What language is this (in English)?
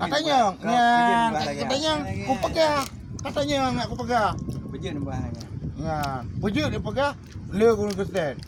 Achinese